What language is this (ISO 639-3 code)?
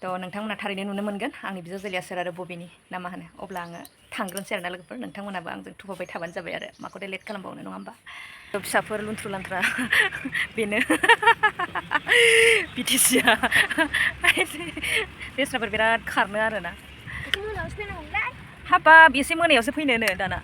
brx